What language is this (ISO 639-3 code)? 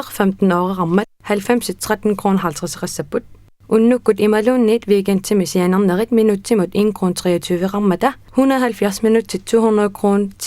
kal